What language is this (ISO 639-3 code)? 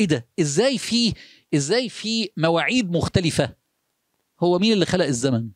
arz